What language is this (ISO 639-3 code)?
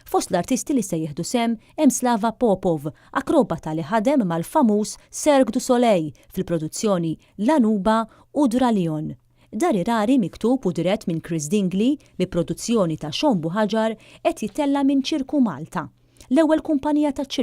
mlt